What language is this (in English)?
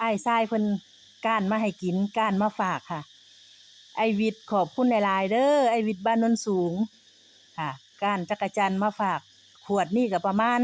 Northeastern Thai